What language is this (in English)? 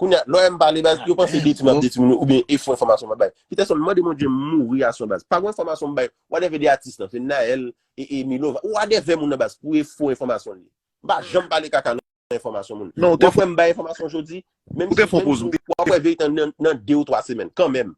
Haitian Creole